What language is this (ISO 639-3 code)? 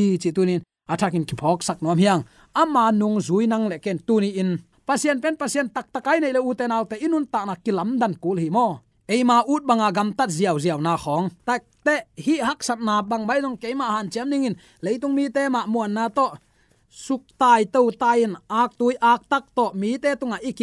ctd